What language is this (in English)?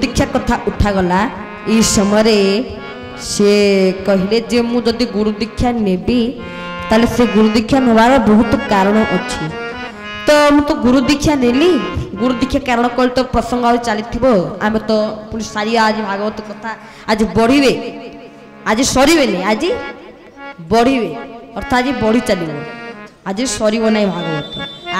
Odia